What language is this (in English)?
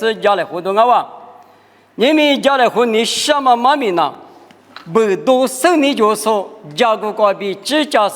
Lisu